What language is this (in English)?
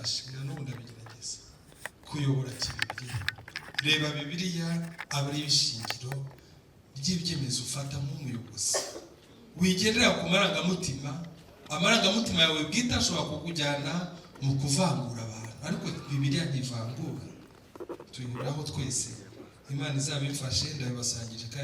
Kinyarwanda